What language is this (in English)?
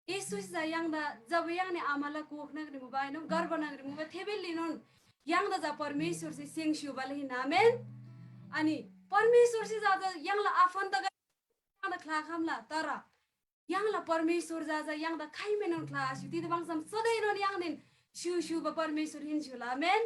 Eastern Tamang